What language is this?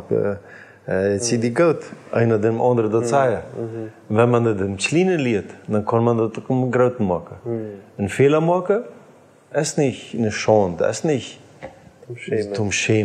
Plautdietsch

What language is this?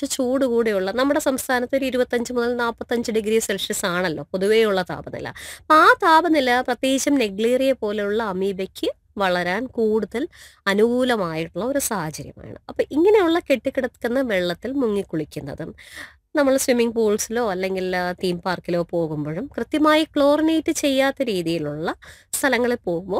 Malayalam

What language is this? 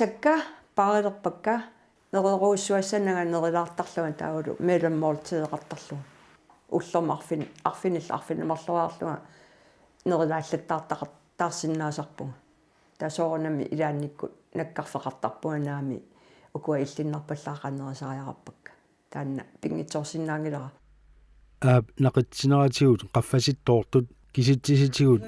Kalaallisut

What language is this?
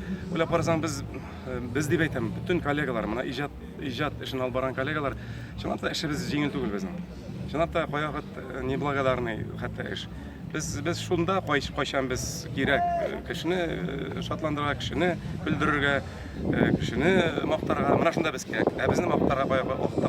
Tatar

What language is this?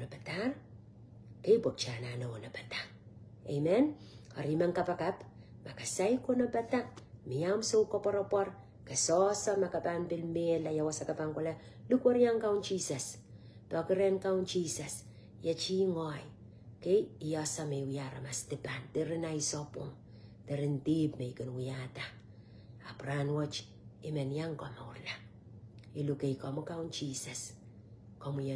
Pohnpeian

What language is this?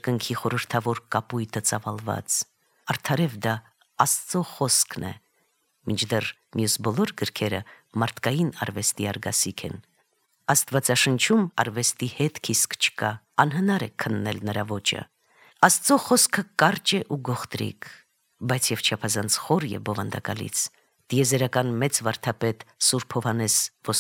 Armenian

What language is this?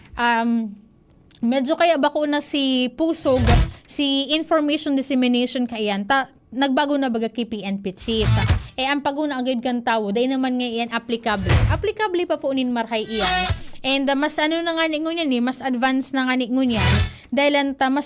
Bikol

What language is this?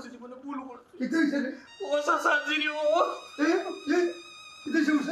Sylheti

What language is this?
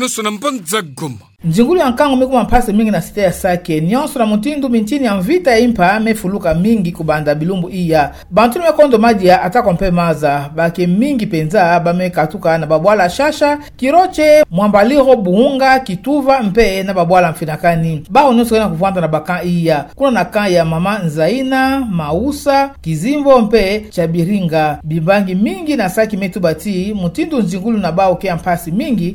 Kituba (Democratic Republic of Congo)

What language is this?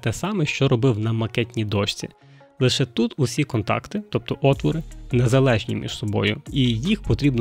Ukrainian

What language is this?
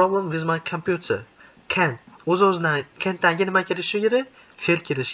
Uzbek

